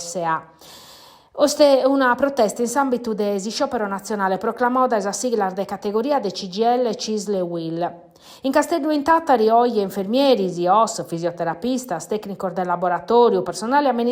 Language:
Sardinian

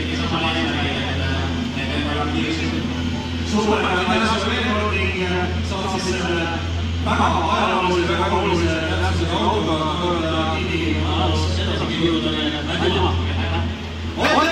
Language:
Estonian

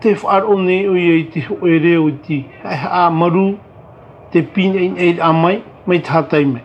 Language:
Tahitian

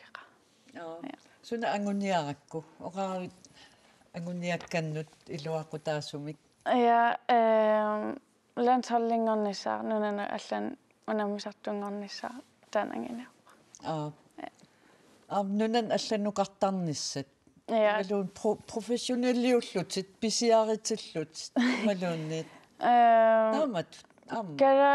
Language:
Kalaallisut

